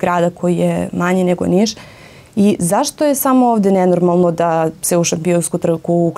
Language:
Serbian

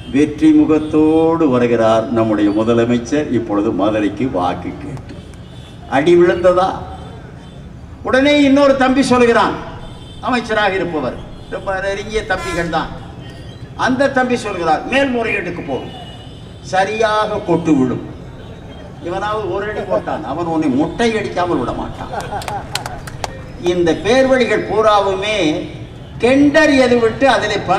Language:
Tamil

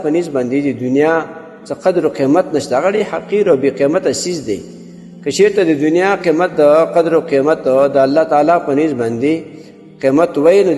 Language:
Pashto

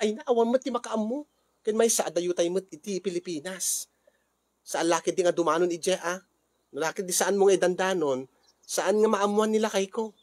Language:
Iloko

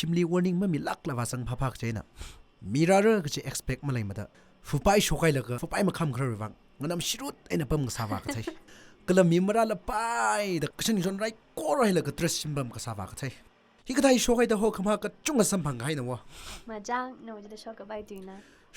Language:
Tangkhul Naga (India)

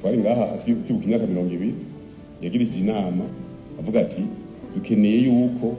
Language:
Rundi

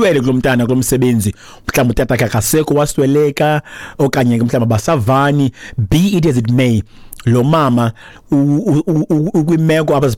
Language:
Xhosa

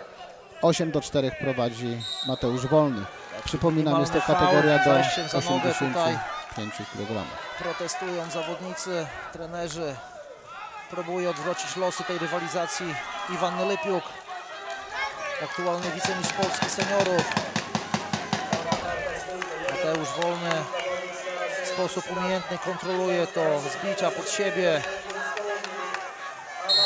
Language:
Polish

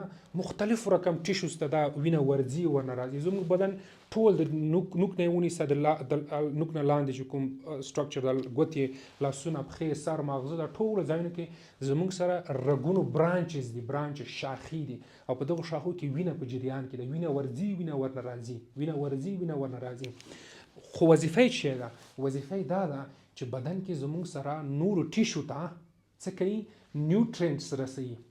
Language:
Pashto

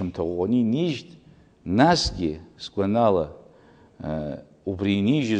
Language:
Abkhazian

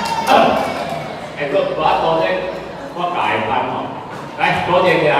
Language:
Min Nan Chinese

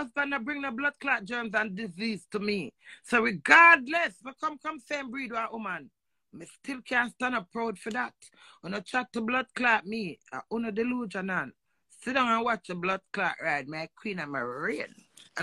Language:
Jamaican Creole English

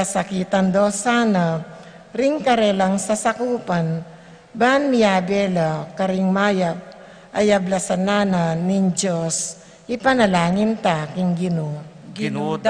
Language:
Pampanga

